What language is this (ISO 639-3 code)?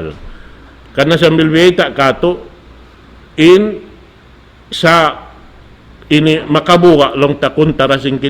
tsg